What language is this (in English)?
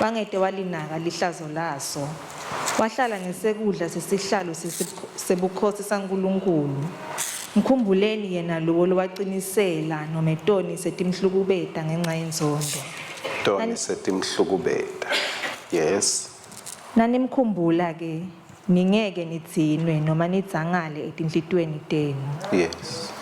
Swati